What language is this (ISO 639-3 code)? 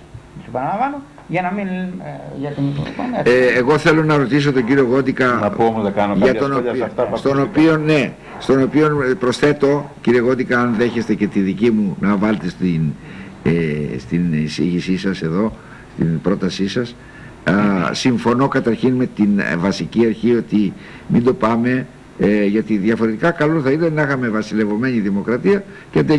ell